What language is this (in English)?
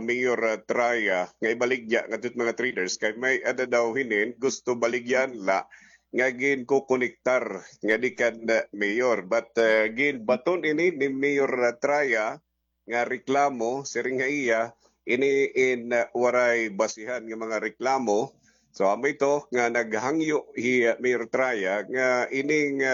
Waray